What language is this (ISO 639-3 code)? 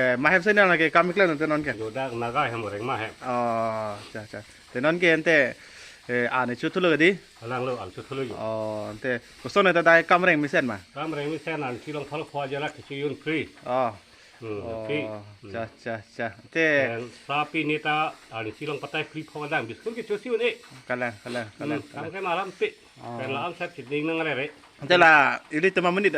mjw